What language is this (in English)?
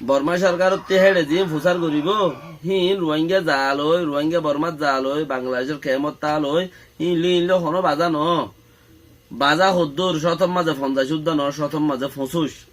Rohingya